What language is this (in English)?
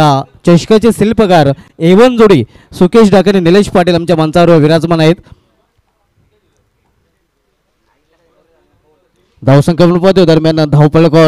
Marathi